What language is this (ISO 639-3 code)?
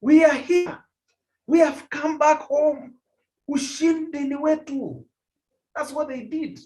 kln